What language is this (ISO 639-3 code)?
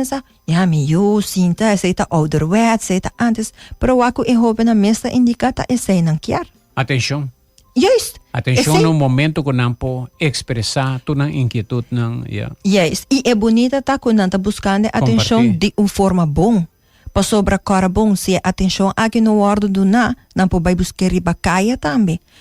pap